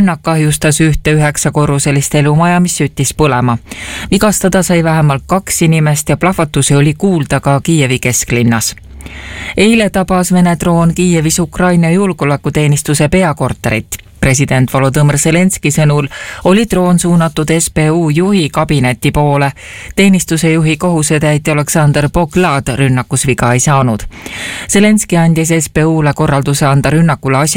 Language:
Estonian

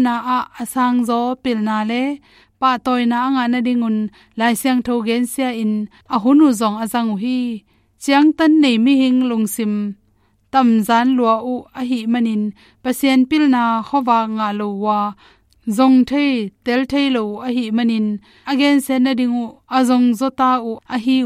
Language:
Tedim Chin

